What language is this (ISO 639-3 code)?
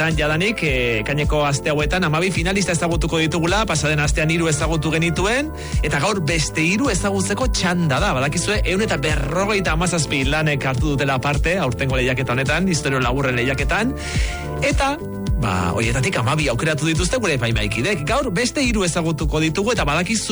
eus